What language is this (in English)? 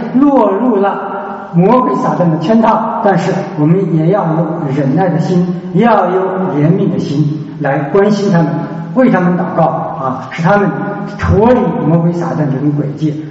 Chinese